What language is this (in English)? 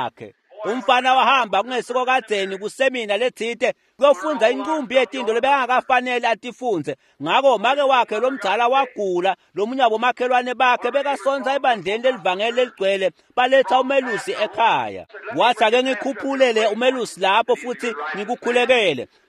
Swati